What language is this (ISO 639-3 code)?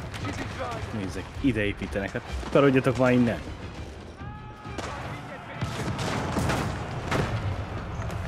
hun